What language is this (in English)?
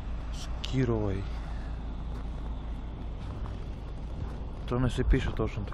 Bulgarian